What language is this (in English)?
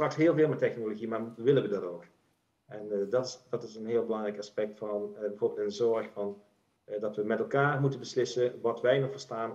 Dutch